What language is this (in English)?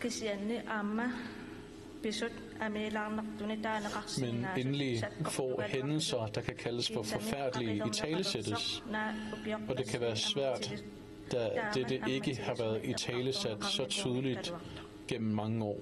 Kalaallisut